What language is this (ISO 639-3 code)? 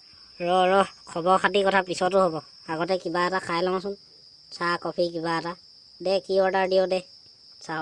asm